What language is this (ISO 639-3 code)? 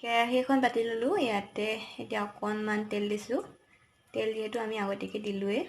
asm